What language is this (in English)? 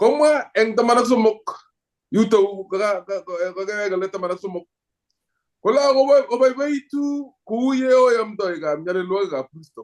Kalenjin